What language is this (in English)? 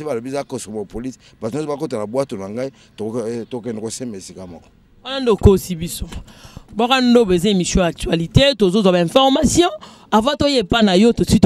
Lingala